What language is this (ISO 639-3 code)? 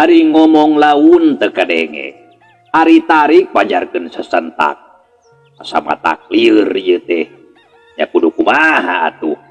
sun